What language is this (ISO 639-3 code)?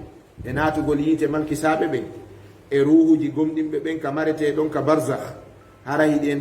ful